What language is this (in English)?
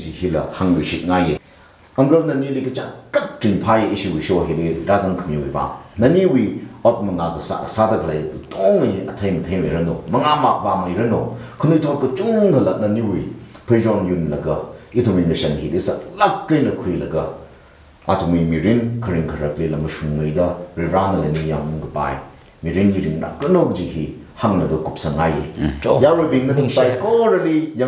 Tangkhul Naga (India)